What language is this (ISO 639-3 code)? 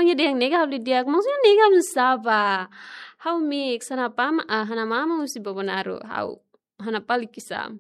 tet